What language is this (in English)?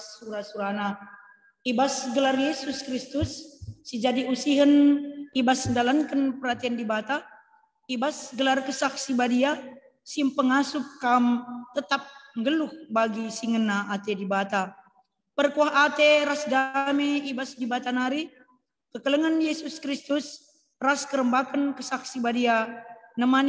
Batak Karo